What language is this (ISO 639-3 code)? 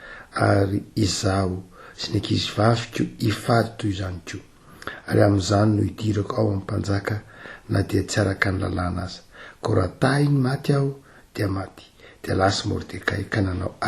mlg